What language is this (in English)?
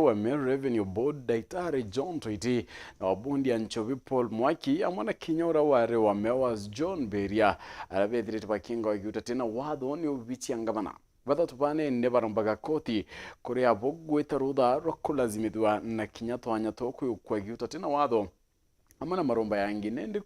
Meru